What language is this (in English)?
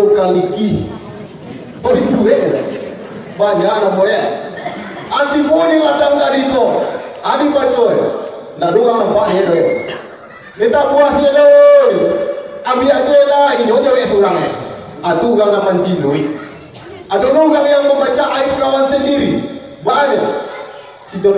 Minangkabau